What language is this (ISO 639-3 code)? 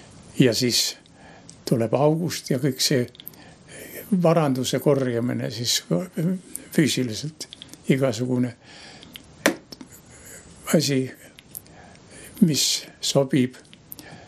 est